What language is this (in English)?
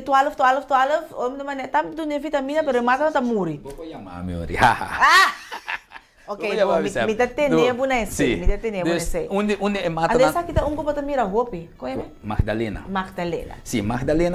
Papiamento